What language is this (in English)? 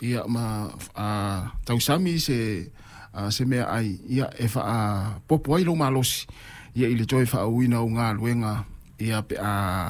Samoan